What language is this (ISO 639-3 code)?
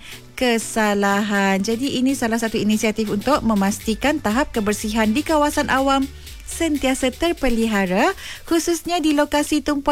msa